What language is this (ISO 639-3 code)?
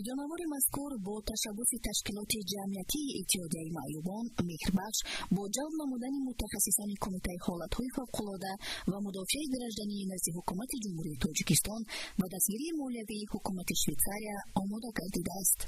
tgk